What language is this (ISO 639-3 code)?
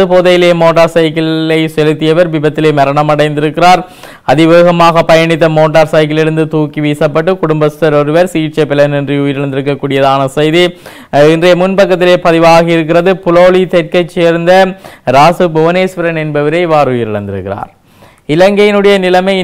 tam